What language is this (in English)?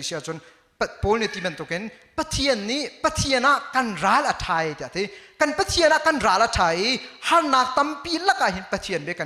Hakha Chin